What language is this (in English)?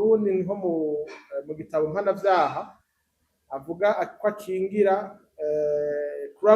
Rundi